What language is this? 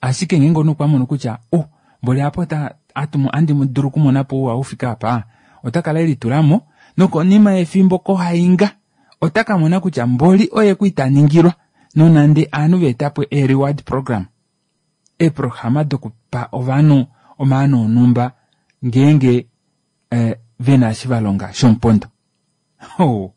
Kuanyama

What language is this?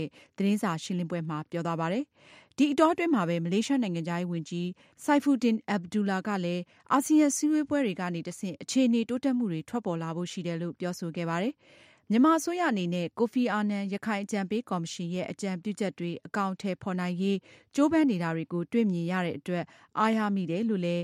Burmese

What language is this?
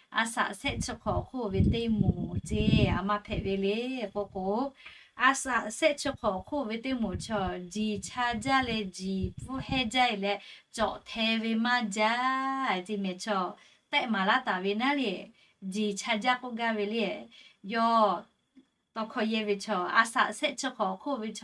Lahu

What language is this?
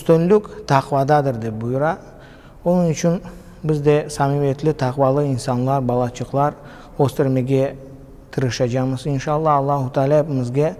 Crimean Tatar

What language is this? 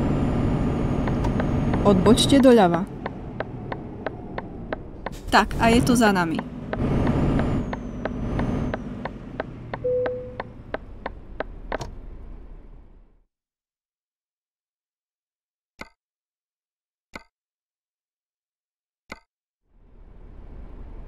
Slovak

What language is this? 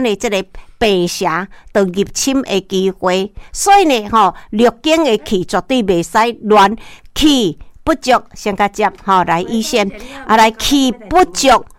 Min Nan Chinese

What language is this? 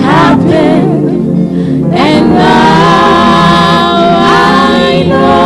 Ewe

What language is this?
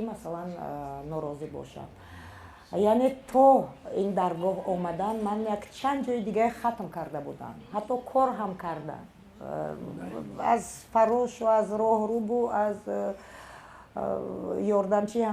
Tajik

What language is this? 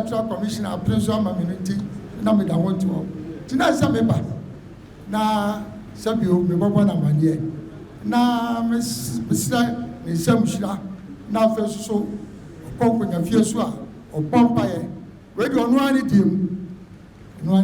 Akan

